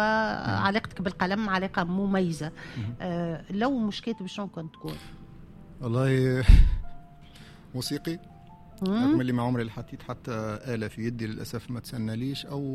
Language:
Tunisian Arabic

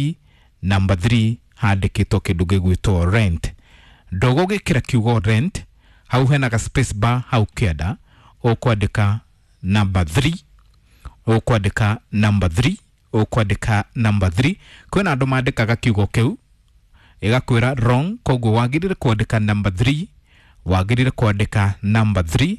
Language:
Kikuyu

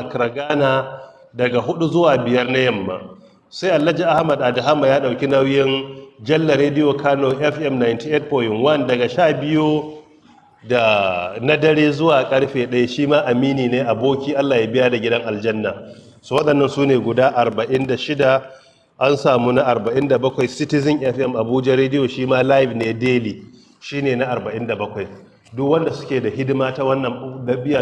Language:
Hausa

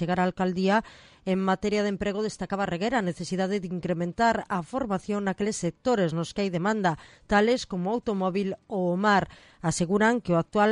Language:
Galician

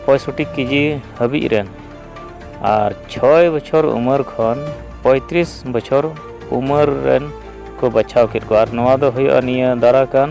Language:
Santali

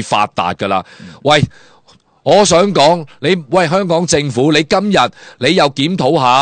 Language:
Cantonese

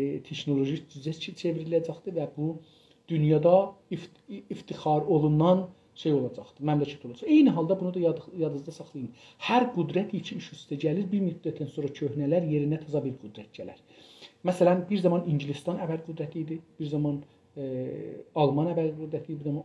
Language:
South Azerbaijani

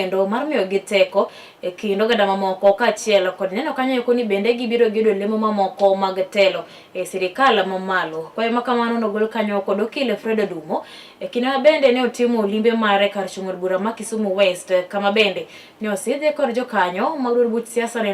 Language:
Luo (Kenya and Tanzania)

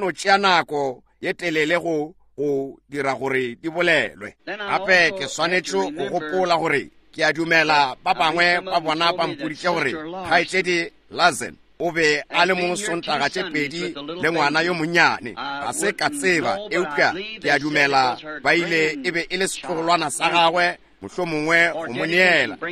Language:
Northern Sotho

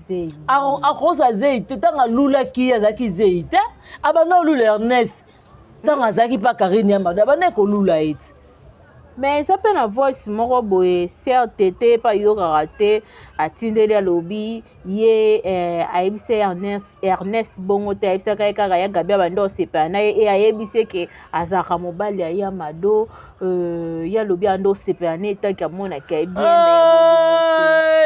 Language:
Lingala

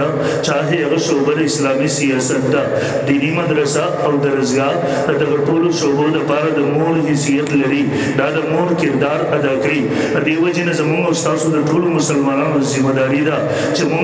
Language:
Pashto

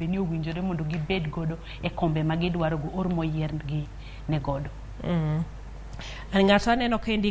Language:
Luo (Kenya and Tanzania)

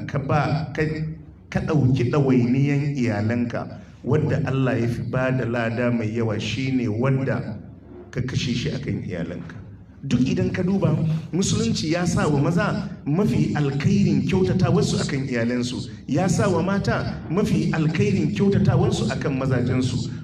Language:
Hausa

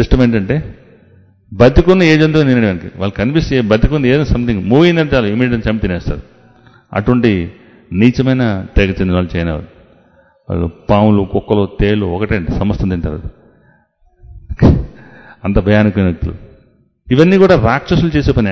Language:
Telugu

